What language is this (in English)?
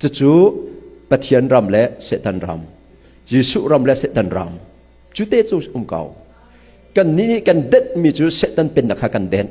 Hakha Chin